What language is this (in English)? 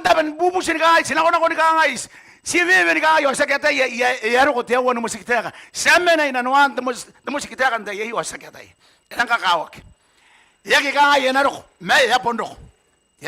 Gilbertese